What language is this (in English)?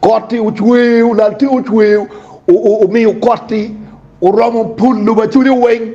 Acoli